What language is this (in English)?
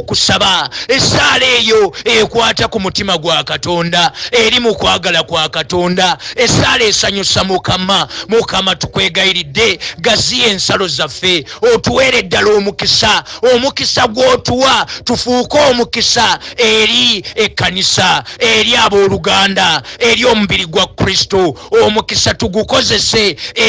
Ganda